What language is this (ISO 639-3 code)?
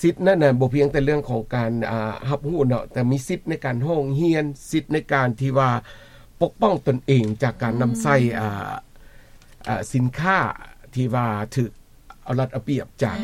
lao